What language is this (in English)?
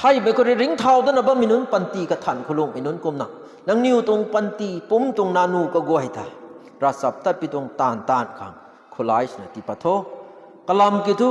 Rongmei Naga